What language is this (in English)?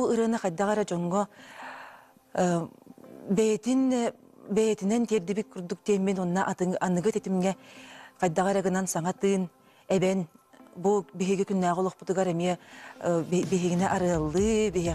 Yakut